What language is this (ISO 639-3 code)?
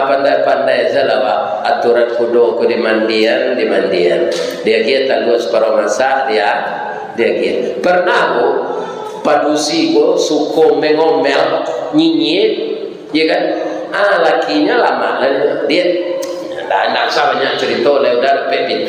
min